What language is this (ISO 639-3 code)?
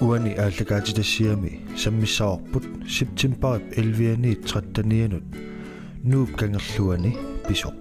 kal